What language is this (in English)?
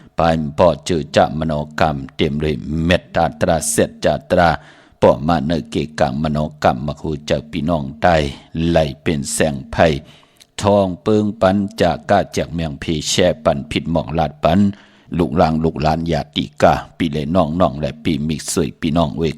Shan